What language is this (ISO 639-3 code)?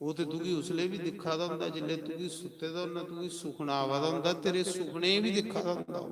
doi